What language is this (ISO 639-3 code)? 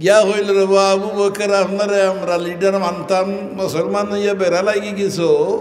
syl